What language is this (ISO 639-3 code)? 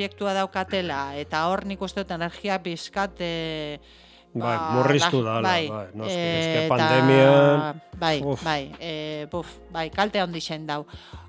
eus